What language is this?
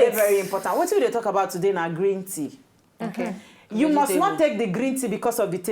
Nigerian Pidgin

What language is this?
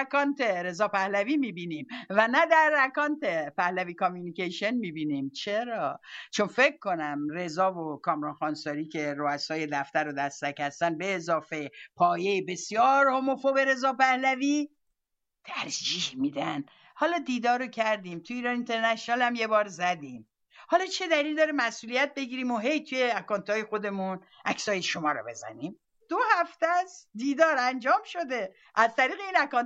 Persian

